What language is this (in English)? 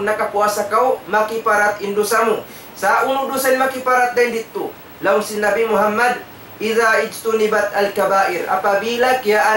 Tausug